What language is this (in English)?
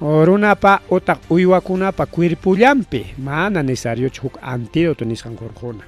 Ayacucho Quechua